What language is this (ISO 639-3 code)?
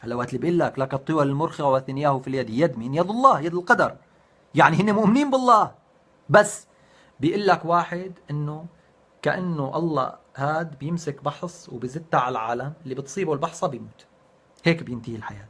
apc